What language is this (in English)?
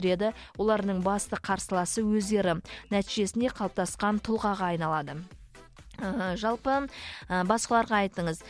Kazakh